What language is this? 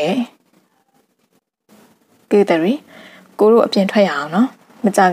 Burmese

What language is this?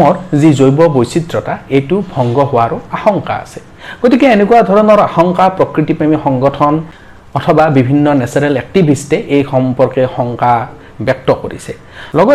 Assamese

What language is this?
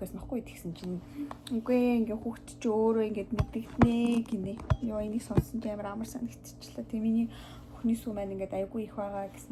Mongolian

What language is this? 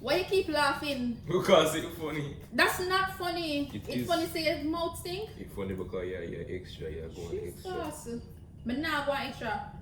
Jamaican Creole English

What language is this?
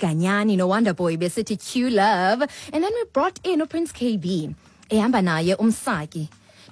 Xhosa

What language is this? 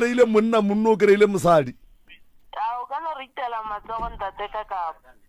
Northern Sotho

